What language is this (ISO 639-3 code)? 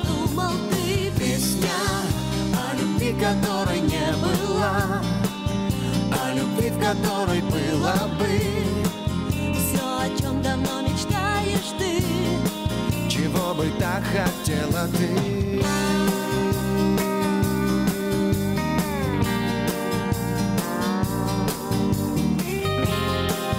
rus